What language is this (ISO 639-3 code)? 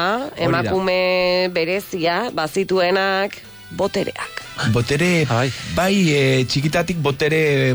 eus